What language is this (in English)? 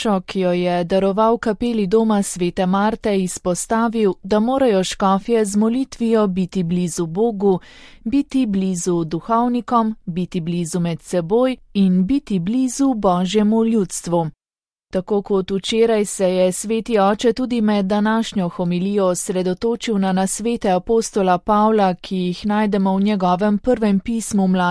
Slovenian